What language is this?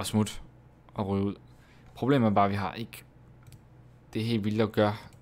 Danish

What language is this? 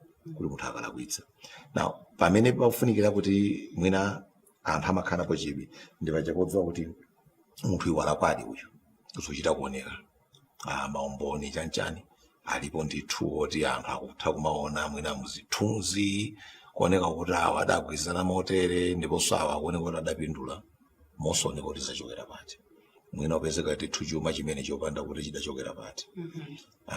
Nyanja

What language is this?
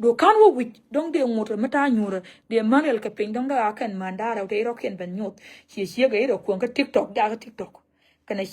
Nuer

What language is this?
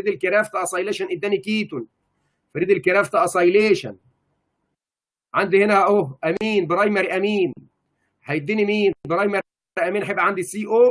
Egyptian Arabic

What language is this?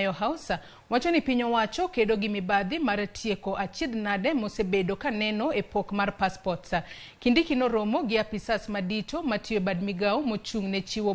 Luo (Kenya and Tanzania)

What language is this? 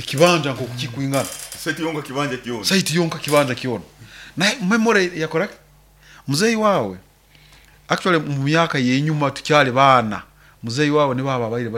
Nyoro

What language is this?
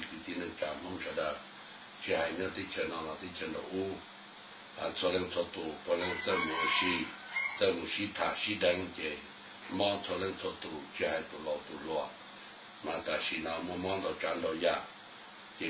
Hmong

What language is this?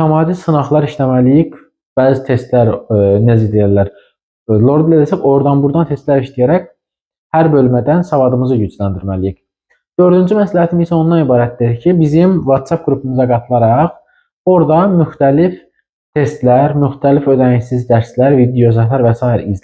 Azerbaijani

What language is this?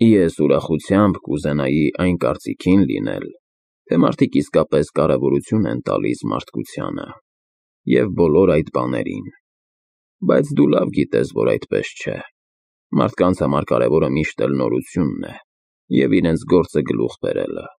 Armenian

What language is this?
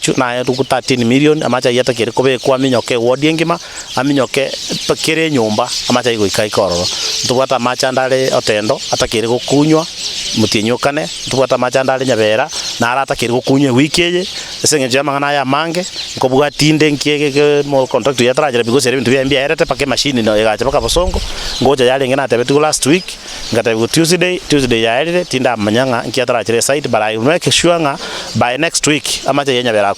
Gusii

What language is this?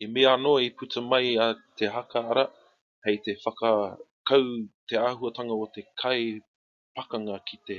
Māori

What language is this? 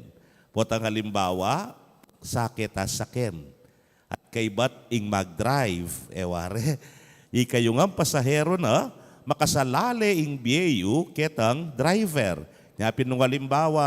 Pampanga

